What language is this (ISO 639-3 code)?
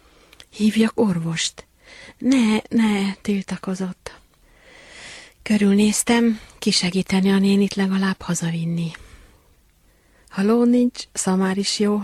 hun